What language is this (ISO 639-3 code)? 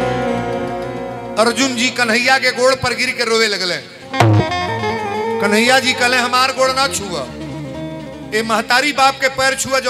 bho